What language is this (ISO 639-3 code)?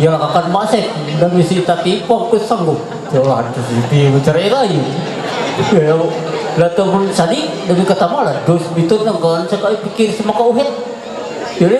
mhy